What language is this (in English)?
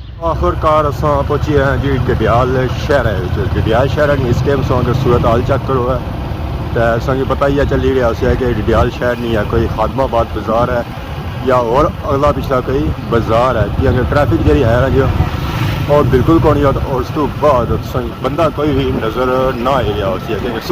Pahari-Potwari